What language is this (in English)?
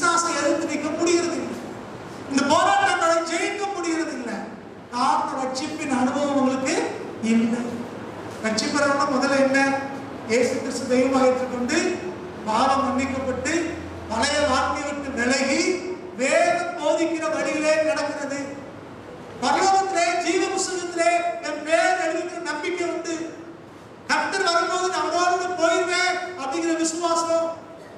Tamil